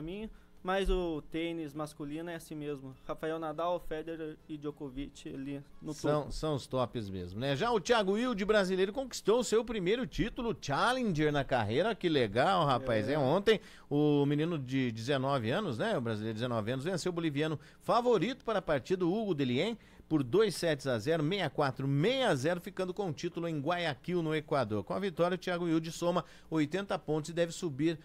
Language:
Portuguese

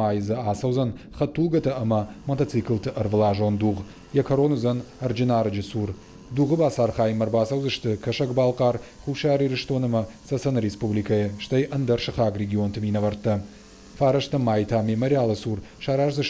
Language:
Ossetic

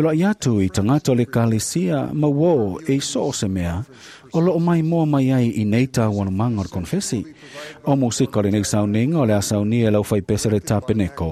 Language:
Samoan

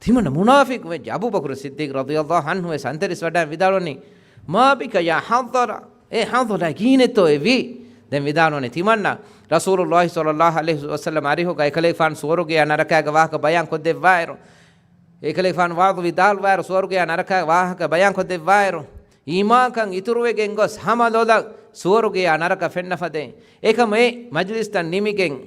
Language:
Divehi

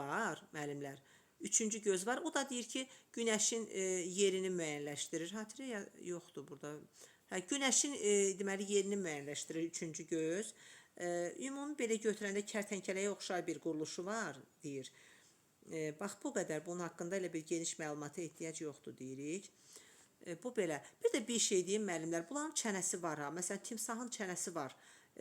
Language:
Azerbaijani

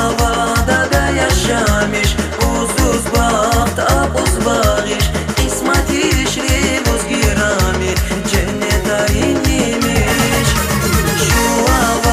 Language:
Tabassaran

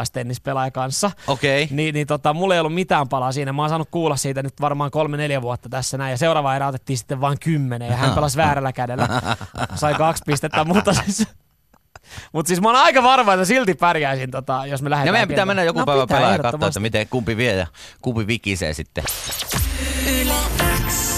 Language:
Finnish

